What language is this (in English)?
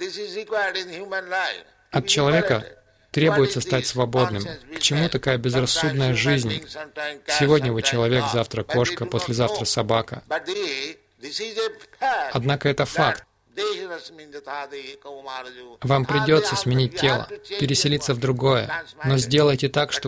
Russian